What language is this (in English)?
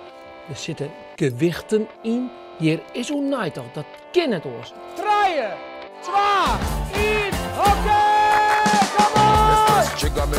Western Frisian